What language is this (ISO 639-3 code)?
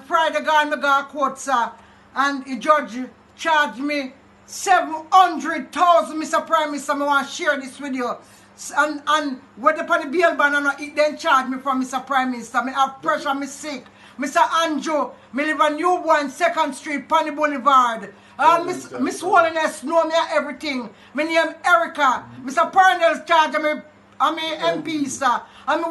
jam